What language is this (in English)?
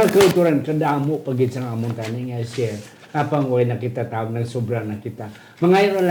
Hiligaynon